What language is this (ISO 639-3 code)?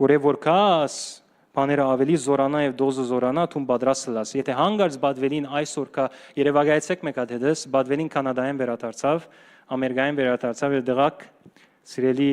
hyw